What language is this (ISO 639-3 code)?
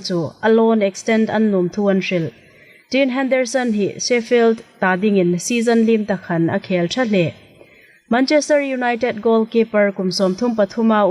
hmr